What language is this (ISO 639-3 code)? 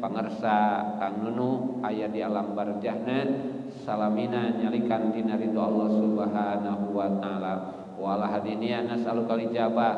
sun